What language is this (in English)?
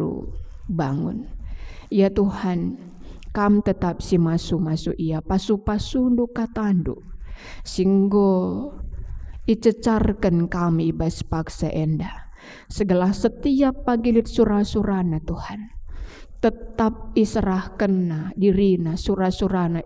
Batak Karo